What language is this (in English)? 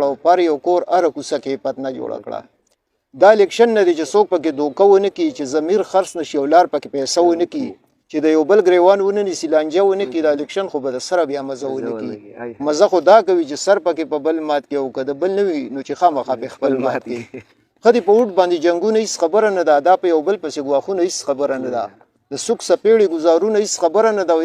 Pashto